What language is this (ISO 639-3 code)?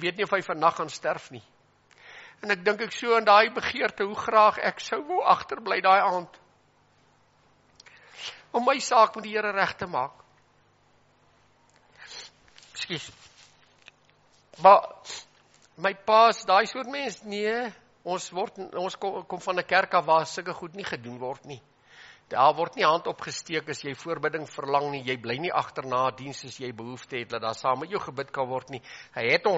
afr